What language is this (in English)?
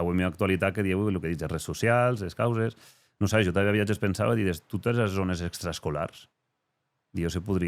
Occitan